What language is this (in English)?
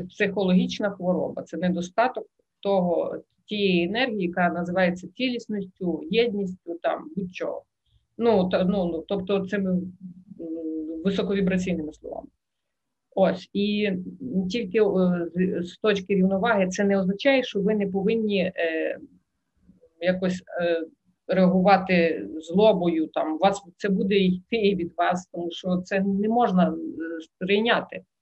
Ukrainian